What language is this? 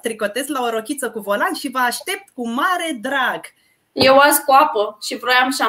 Romanian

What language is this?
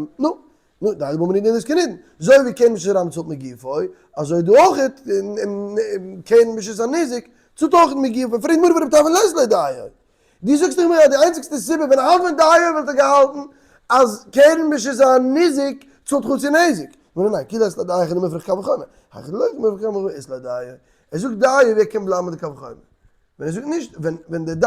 Yiddish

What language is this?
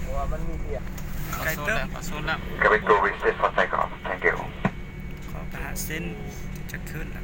Lao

